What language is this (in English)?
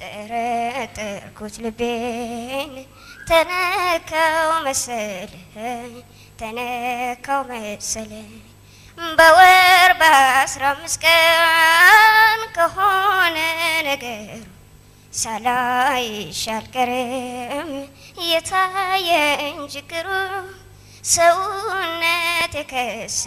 Amharic